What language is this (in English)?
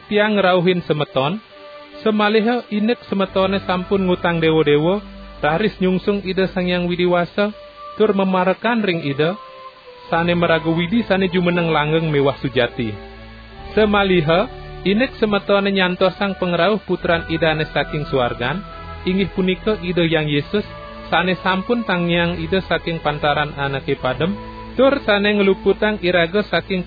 Balinese